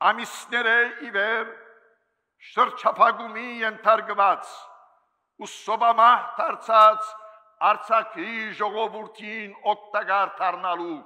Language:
Armenian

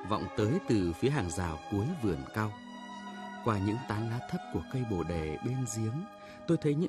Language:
Vietnamese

